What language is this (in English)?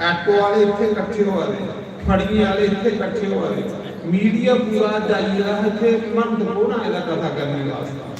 Dogri